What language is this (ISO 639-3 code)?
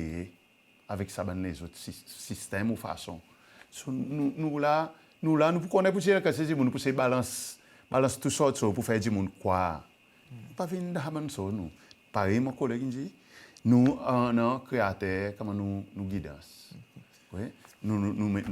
crs